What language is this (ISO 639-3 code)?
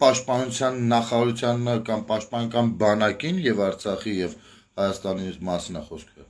hye